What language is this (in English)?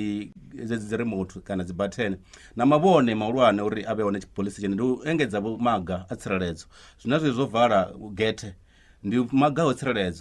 Venda